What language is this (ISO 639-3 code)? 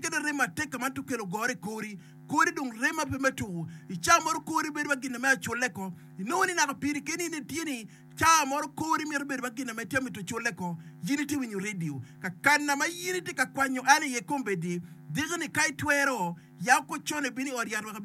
ach